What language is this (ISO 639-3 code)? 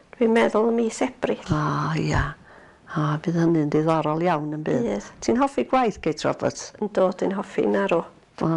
cym